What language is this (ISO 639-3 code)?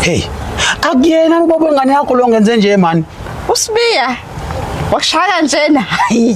zul